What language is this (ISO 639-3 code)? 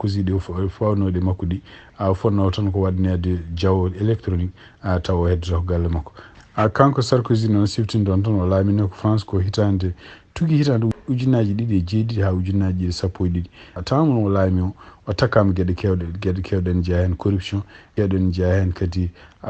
ful